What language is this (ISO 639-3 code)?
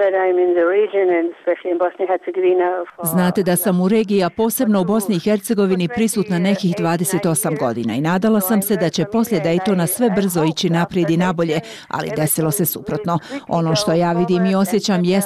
bos